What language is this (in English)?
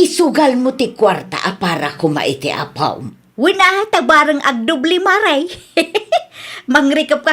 Iloko